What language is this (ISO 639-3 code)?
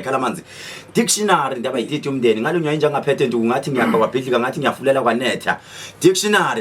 zul